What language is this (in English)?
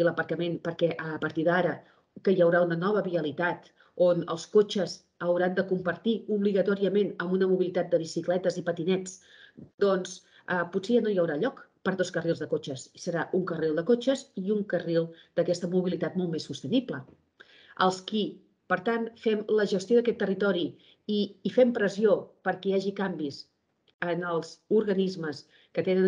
Catalan